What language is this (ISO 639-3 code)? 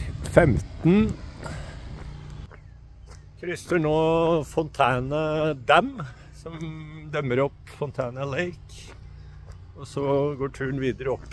nor